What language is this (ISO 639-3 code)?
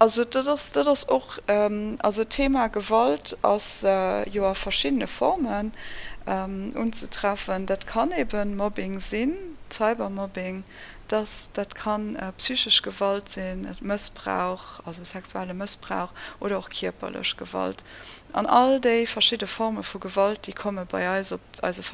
ltz